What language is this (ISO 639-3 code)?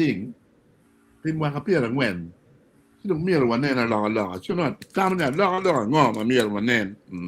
ach